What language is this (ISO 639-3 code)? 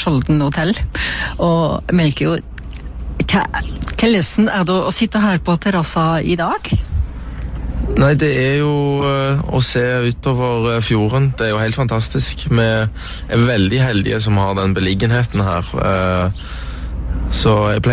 nor